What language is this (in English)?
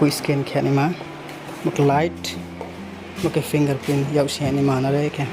Riang (India)